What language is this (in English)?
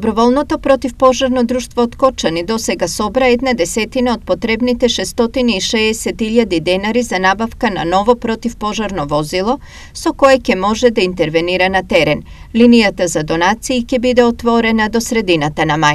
Macedonian